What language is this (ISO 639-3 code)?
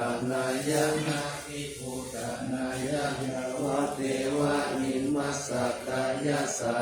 pli